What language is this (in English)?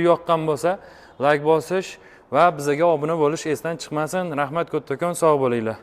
Uzbek